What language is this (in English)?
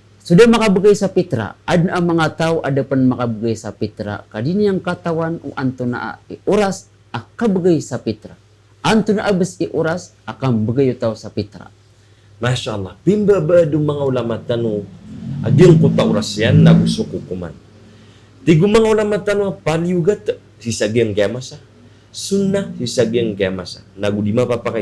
Maranao